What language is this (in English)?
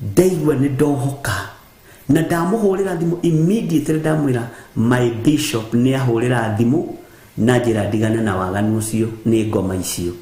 Kikuyu